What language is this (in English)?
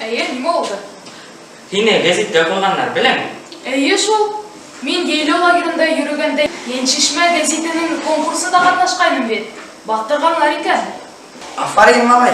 Bashkir